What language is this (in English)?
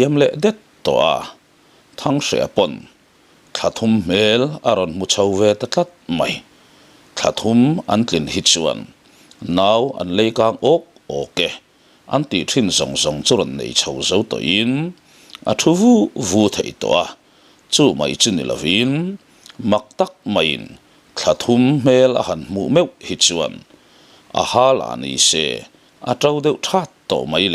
Mizo